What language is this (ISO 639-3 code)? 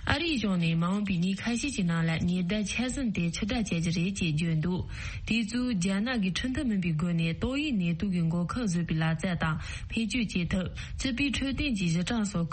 bod